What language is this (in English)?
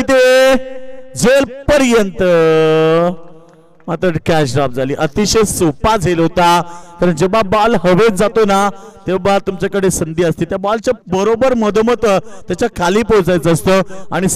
Marathi